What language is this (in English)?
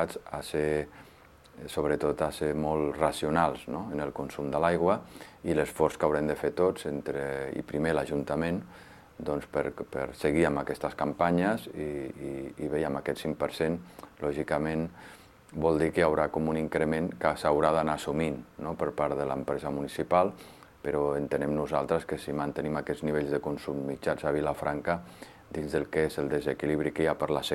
Catalan